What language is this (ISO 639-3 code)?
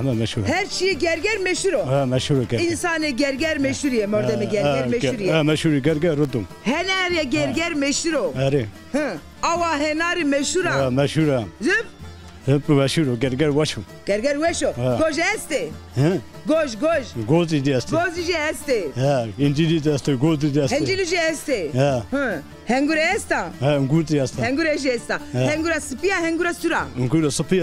zza